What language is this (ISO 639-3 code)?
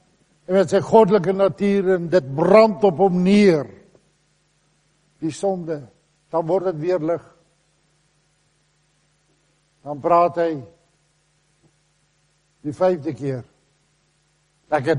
afr